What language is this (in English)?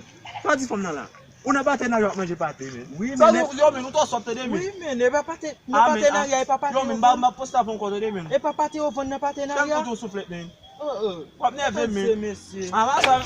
Haitian Creole